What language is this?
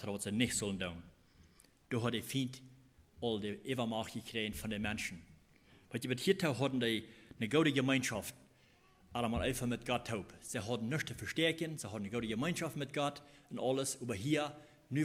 Plautdietsch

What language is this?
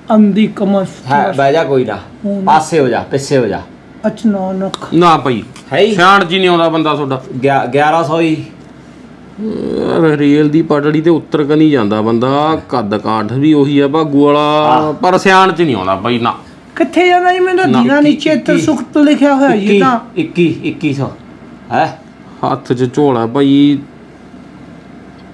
Punjabi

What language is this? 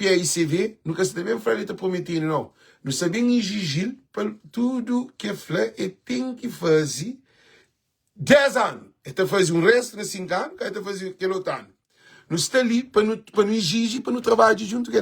Kabuverdianu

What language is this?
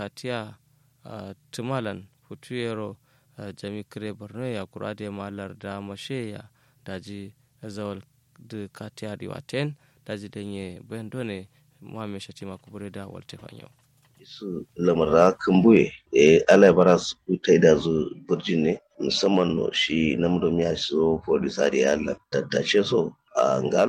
Kanuri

